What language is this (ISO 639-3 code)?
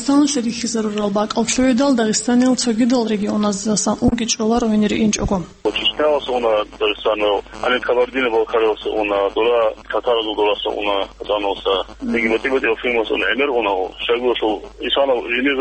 ava